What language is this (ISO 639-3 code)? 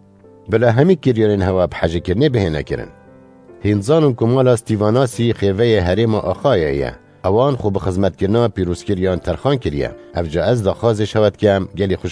kur